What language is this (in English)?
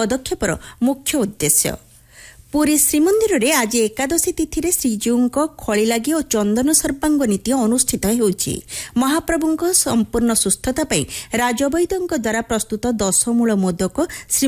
Odia